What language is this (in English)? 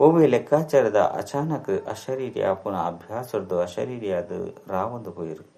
Tulu